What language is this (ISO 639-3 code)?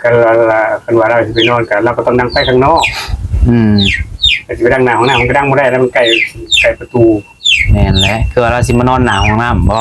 tts